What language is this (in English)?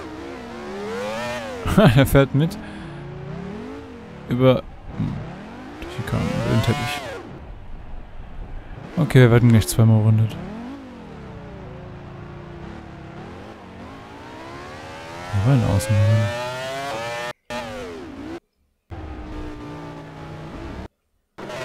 German